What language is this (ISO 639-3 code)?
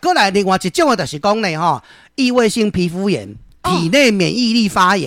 nan